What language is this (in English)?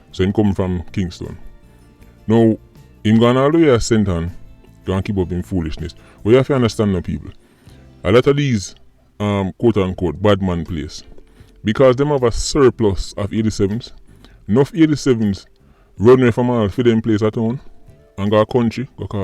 Jamaican Creole English